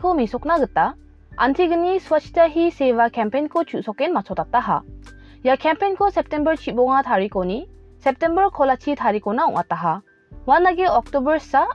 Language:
Garo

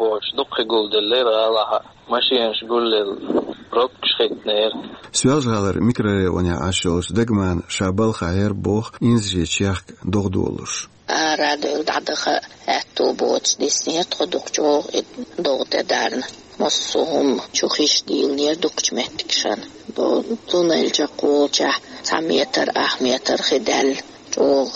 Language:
Chechen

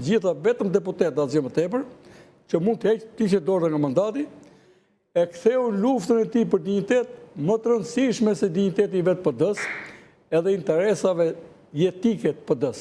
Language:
Albanian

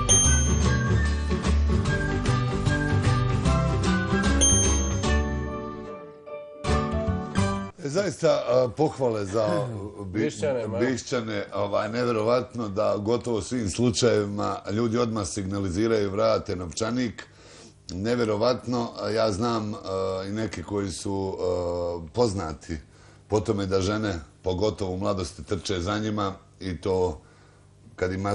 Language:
Bosnian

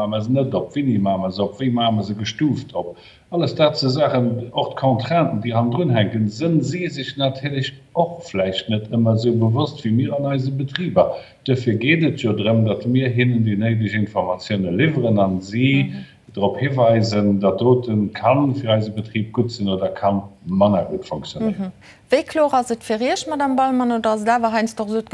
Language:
Luxembourgish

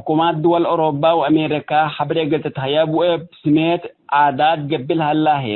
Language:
Tigre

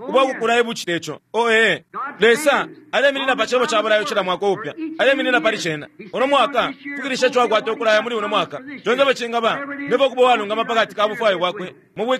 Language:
Bemba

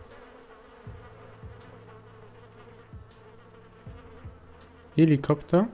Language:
German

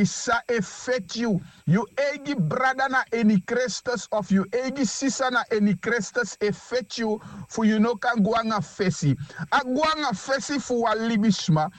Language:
Sranan Tongo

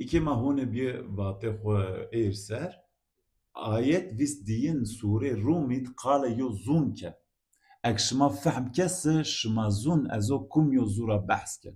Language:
Zaza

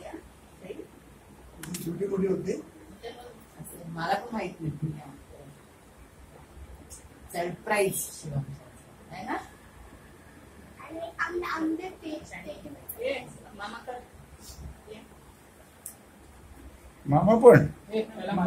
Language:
Marathi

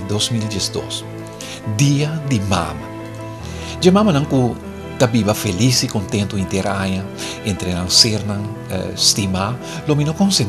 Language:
Papiamento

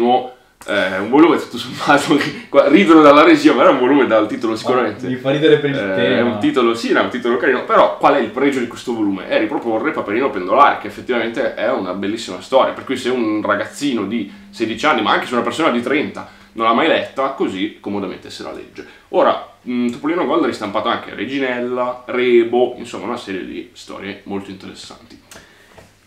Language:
Italian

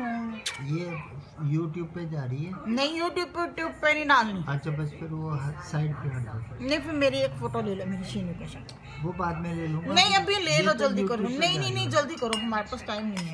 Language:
Hindi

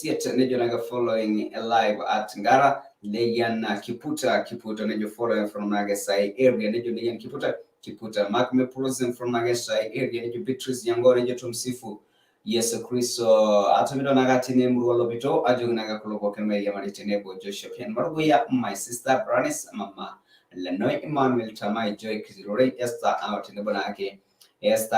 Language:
Masai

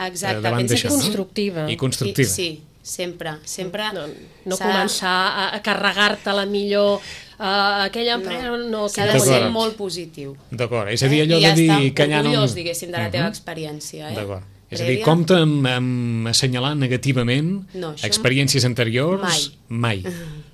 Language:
Catalan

